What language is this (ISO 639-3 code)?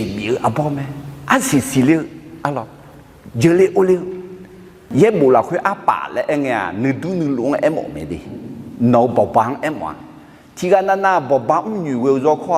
ahk